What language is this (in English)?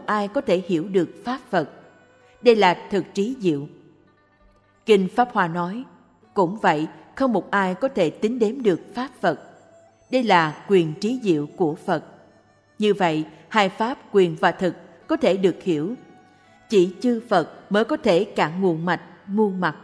Vietnamese